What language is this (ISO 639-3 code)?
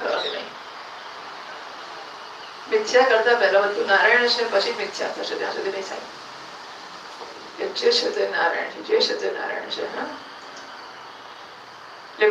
guj